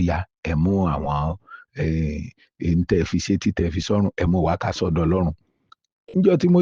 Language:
Yoruba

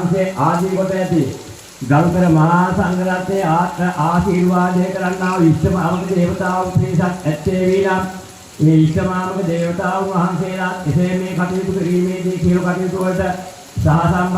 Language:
Sinhala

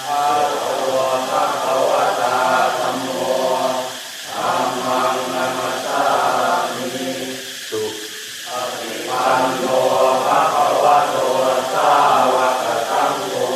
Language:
Pali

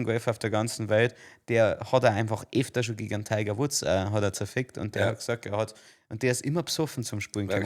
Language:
Bavarian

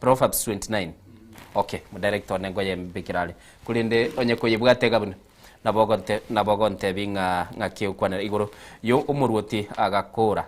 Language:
Gusii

